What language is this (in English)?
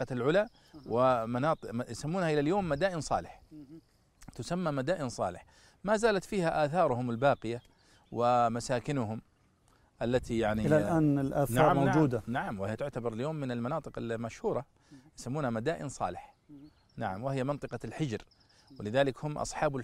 Najdi Arabic